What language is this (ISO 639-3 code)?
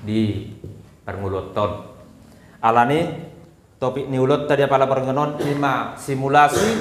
bbc